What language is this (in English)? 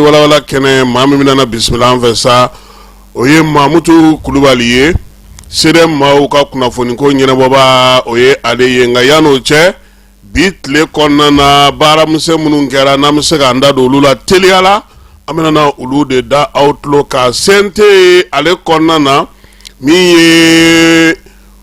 Bambara